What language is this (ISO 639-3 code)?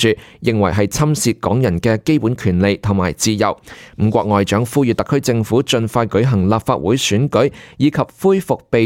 yue